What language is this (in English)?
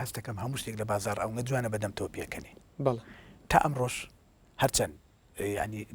Central Kurdish